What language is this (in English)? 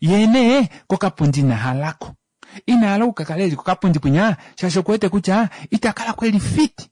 Kuanyama